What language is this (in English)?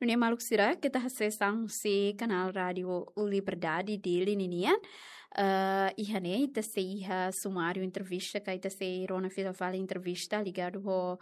Tetum